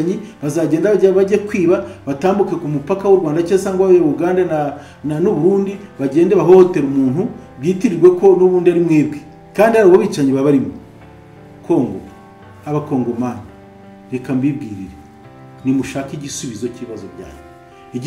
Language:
Kinyarwanda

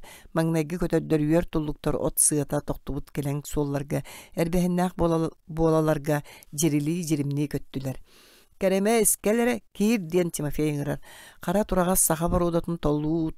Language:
Yakut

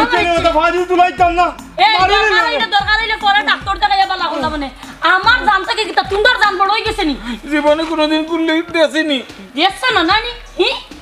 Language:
Sylheti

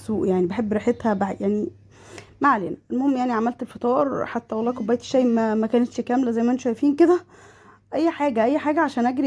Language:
Egyptian Arabic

